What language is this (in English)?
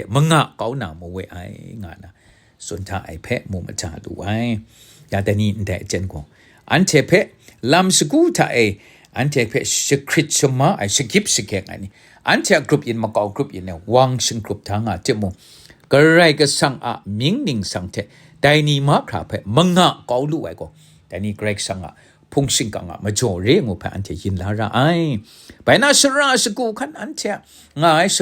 Kachin